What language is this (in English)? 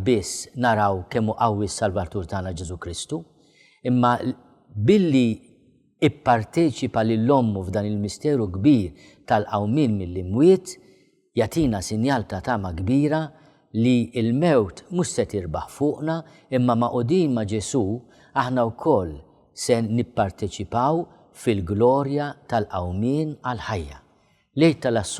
Maltese